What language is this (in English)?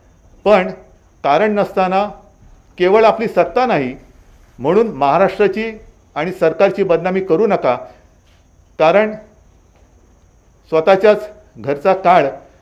Marathi